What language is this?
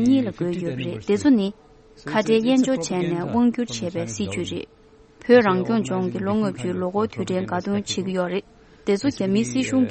Tibetan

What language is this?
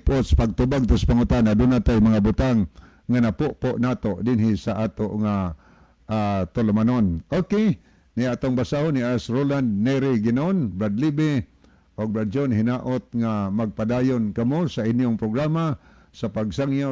Cebuano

